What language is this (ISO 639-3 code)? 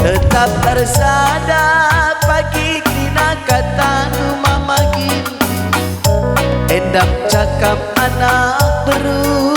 btx